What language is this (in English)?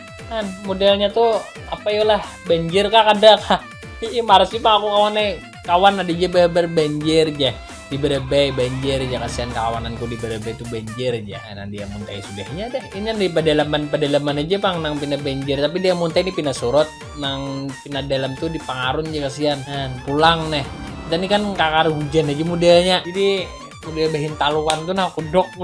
Banjar